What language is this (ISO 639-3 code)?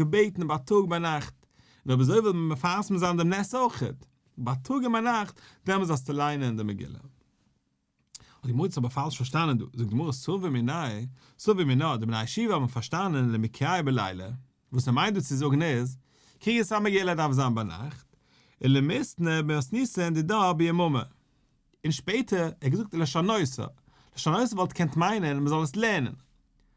yid